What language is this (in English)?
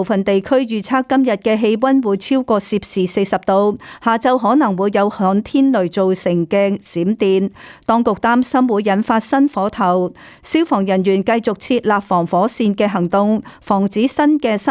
Cantonese